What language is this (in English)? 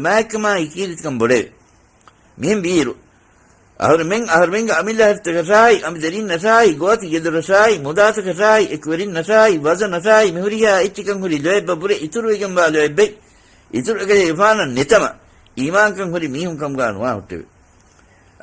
Divehi